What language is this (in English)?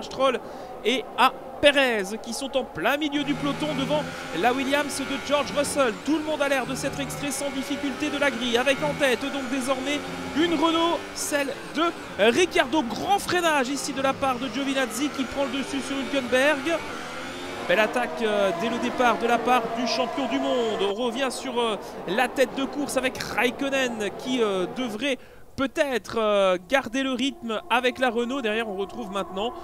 French